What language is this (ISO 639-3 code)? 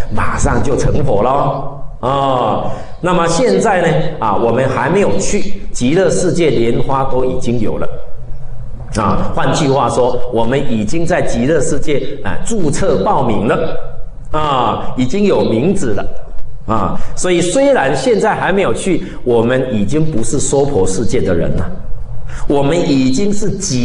zho